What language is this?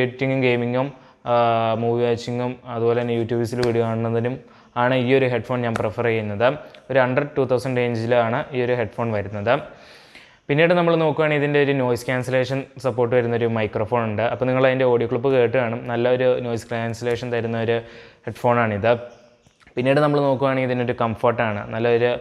Malayalam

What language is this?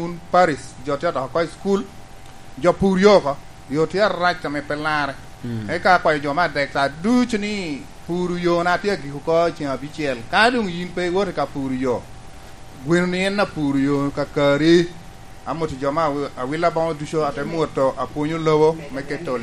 Lango (Uganda)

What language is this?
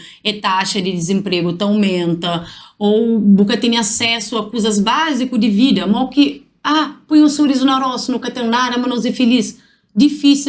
Kabuverdianu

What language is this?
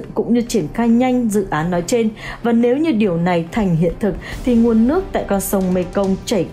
Vietnamese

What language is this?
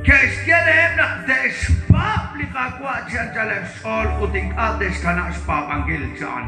Kekchí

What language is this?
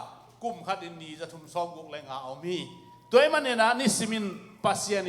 Tedim Chin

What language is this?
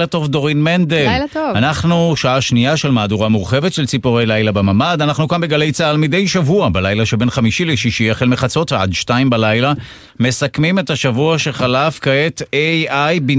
Hebrew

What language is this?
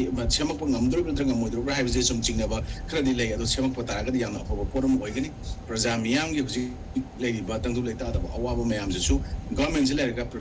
Manipuri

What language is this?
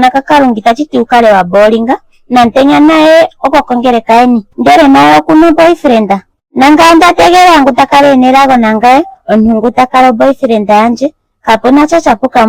Ndonga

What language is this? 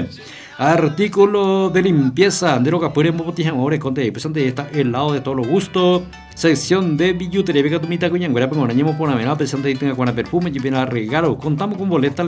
Guarani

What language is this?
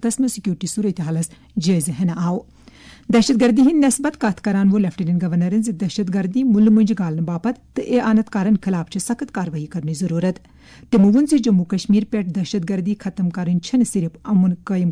Kashmiri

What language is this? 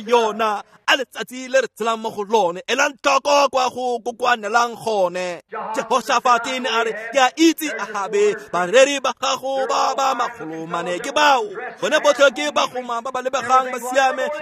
Tswana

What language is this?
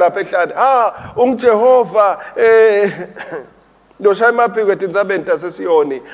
Swati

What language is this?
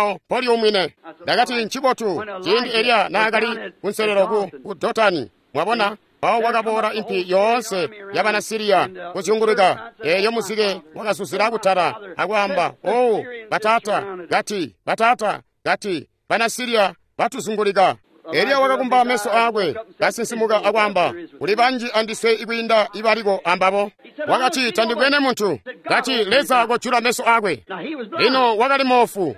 Tonga (Zambia)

